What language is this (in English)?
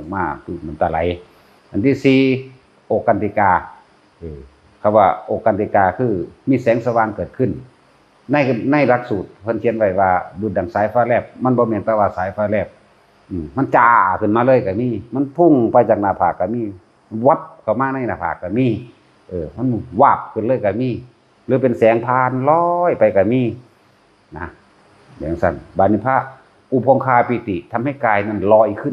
Northeastern Thai